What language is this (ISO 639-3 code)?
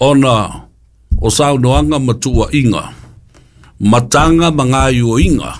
smo